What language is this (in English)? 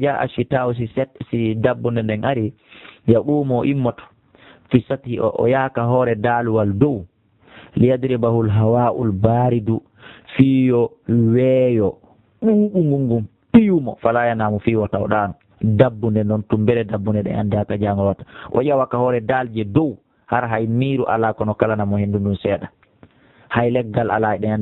Fula